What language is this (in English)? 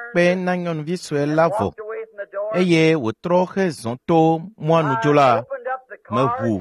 Ewe